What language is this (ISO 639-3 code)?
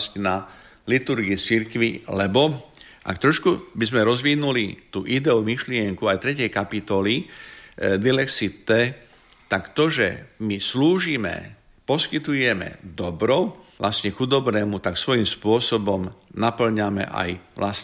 slk